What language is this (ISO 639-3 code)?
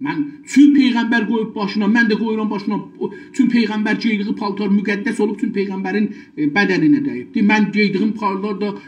azb